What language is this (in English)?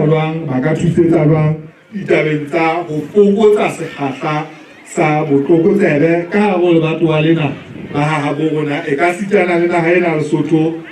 Southern Sotho